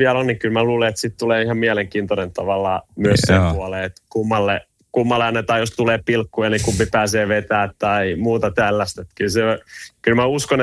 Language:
Finnish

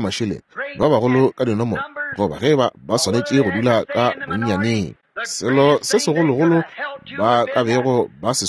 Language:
Northern Sotho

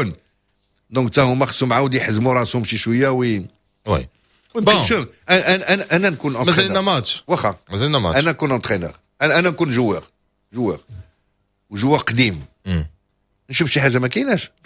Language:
Moroccan Arabic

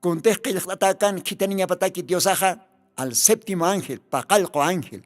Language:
Aymara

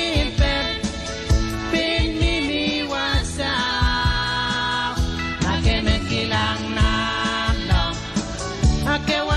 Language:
Pohnpeian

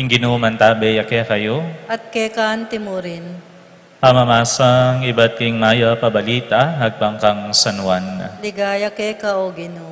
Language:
Pampanga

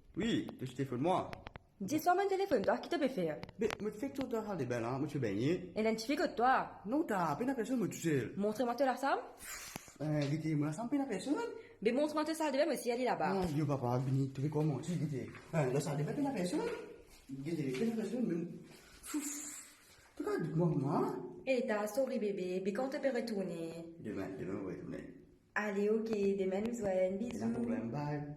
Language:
Morisyen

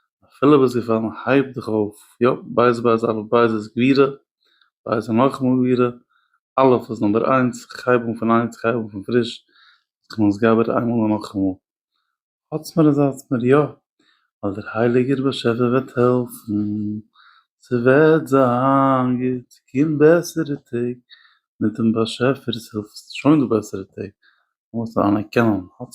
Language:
Yiddish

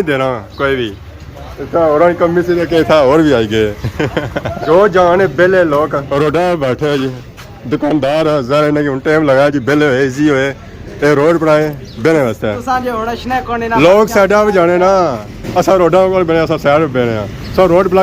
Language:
Pahari-Potwari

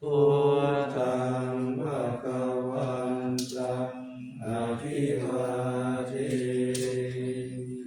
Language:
Pali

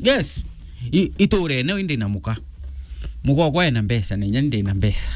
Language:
Meru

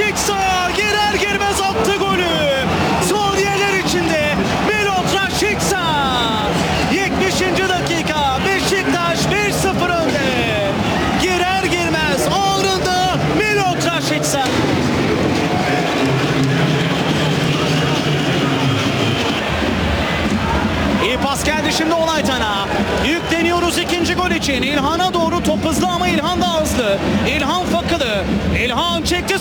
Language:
Turkish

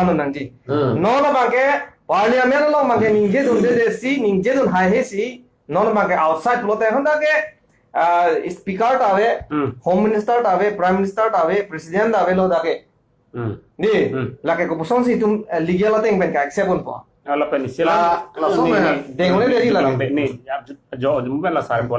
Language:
Karbi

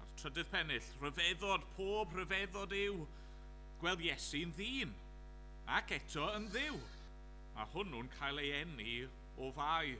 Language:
Welsh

